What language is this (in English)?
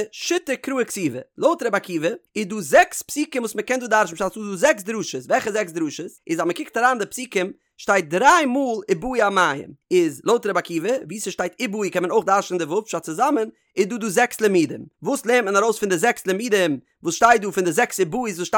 Yiddish